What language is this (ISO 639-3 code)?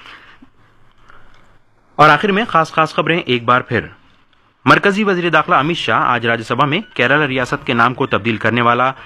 urd